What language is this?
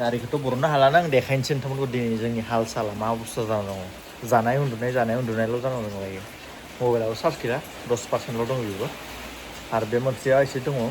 Bodo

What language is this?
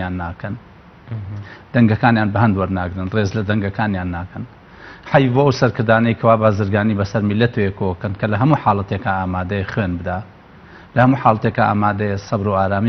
Central Kurdish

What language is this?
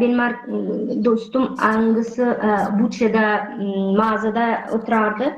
Gagauz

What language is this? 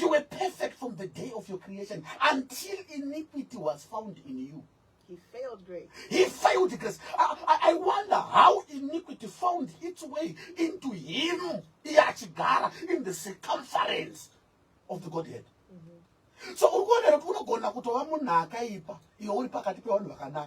Shona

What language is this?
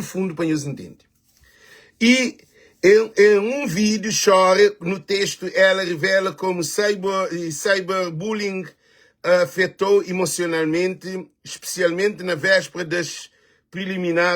Kabuverdianu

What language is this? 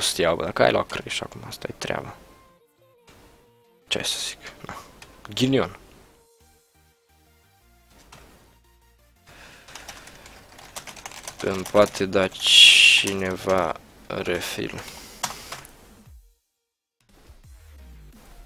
Romanian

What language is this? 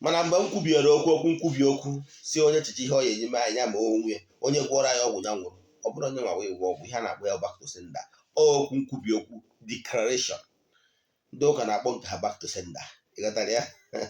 Igbo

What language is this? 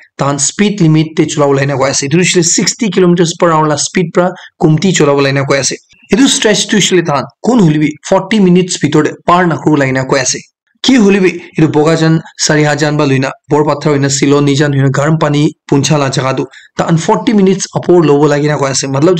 Naga Pidgin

